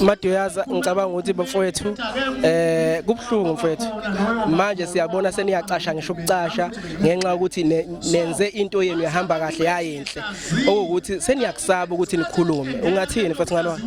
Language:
Zulu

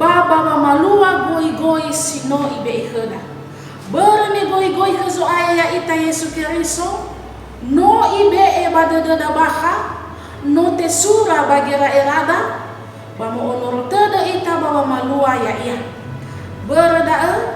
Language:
Nias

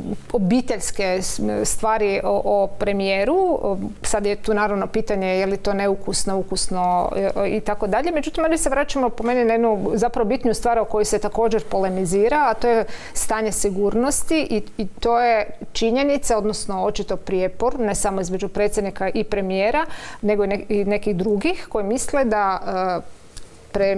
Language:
Croatian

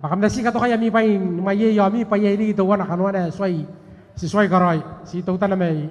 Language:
Gilbertese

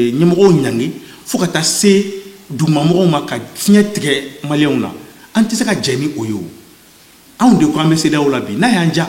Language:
Bambara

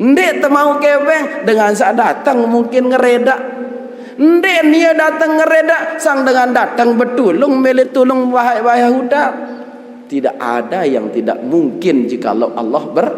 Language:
Sasak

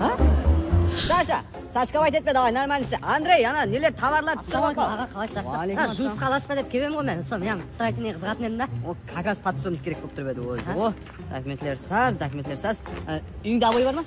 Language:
Kara-Kalpak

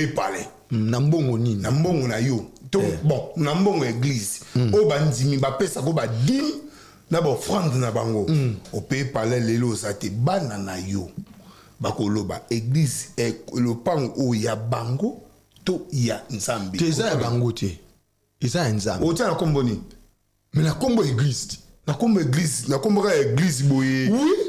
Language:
Lingala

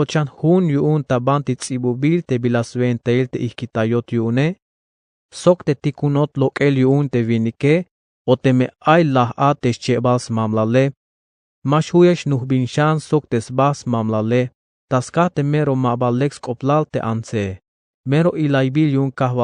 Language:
Tzeltal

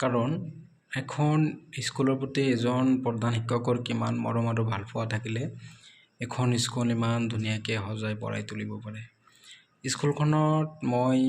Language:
Assamese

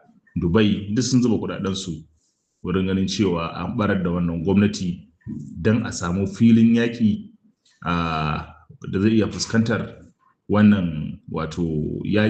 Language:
Hausa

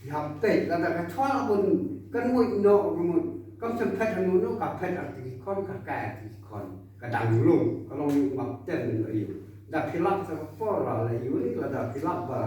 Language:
Khasi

